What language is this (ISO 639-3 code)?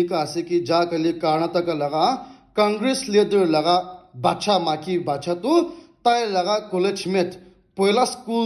nag